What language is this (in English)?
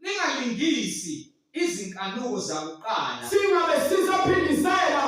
Zulu